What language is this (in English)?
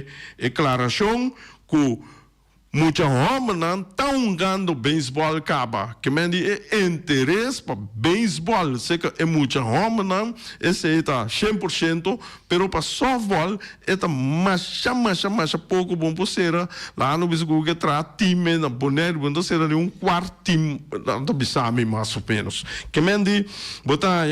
Papiamento